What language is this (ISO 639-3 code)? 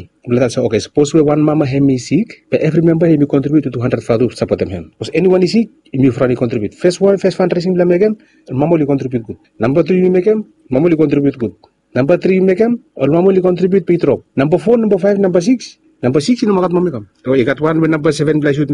bis